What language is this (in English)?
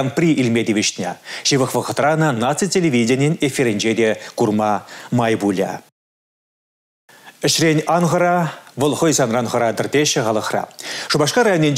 Chuvash